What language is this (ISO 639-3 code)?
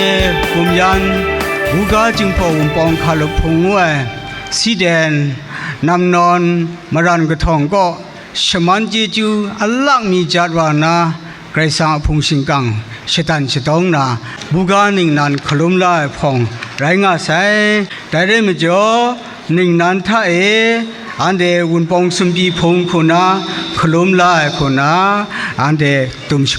kac